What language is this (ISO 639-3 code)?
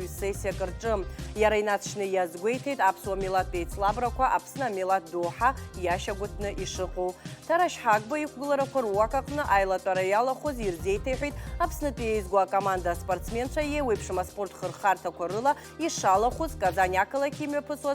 abk